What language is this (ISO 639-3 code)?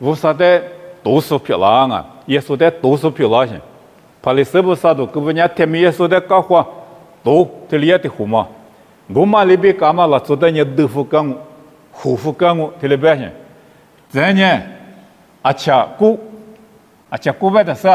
lis